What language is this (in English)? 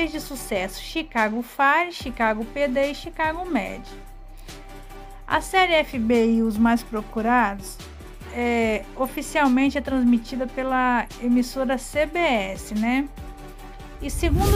Portuguese